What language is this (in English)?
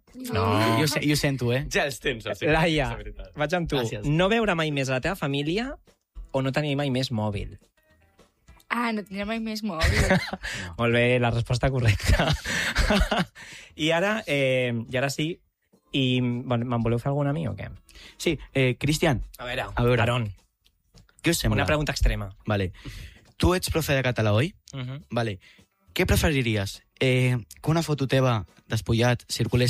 Catalan